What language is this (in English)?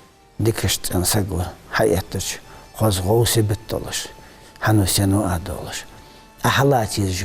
Ingush